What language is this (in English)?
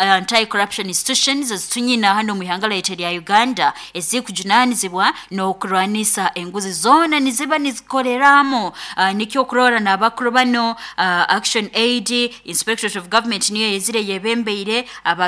Nyoro